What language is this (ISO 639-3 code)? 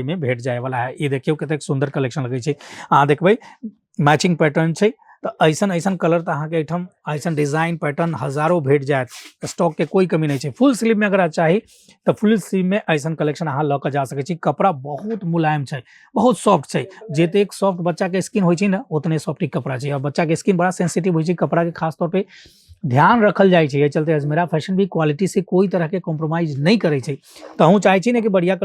mai